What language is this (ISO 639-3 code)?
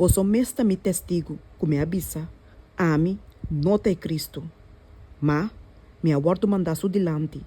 pap